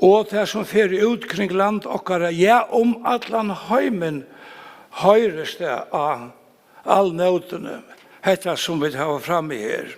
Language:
Faroese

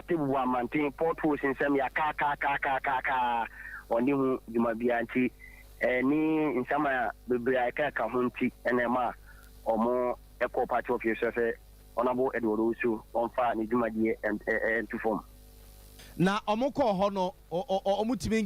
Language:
Akan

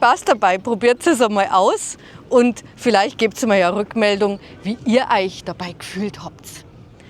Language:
Bavarian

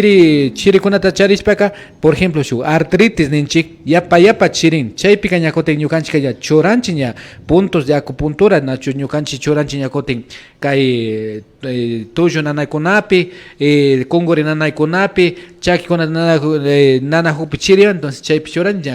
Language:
Imbabura Highland Quichua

